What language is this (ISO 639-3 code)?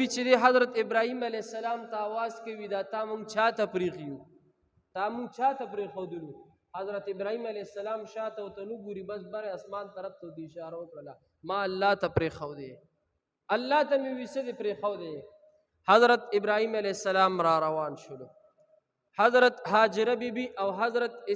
pus